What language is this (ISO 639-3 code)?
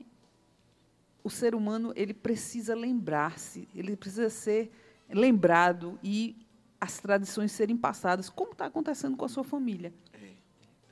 por